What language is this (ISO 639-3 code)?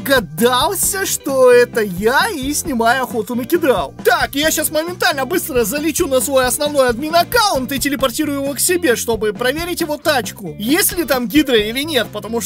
rus